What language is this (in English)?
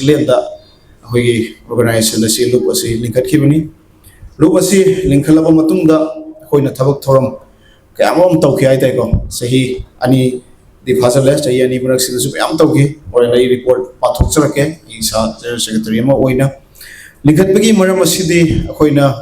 Manipuri